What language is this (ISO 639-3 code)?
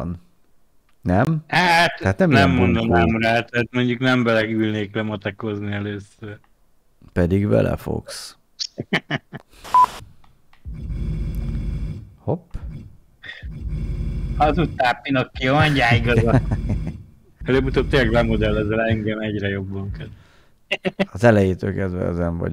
hun